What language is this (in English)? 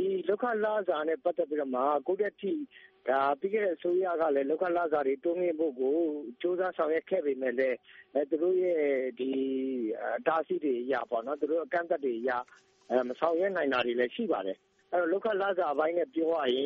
Burmese